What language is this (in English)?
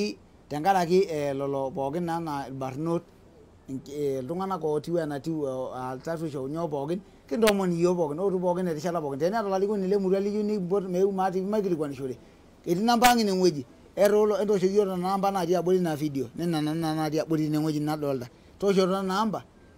Masai